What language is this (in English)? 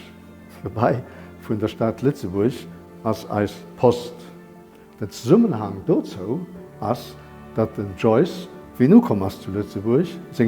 Luxembourgish